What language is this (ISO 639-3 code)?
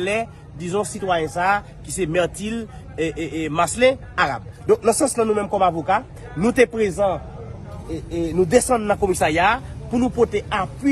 hat